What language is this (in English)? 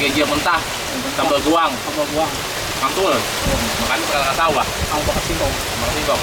Betawi